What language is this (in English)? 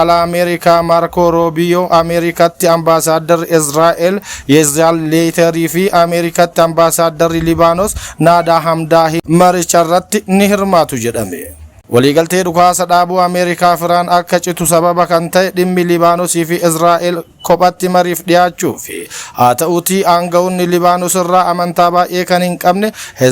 Oromo